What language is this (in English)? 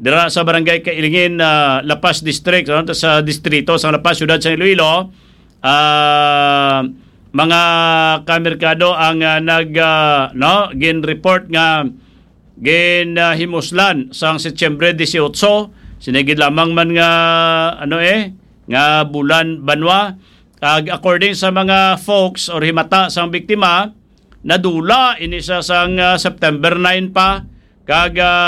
Hiligaynon